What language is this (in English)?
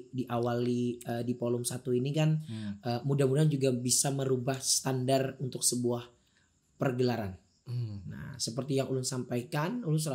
Banjar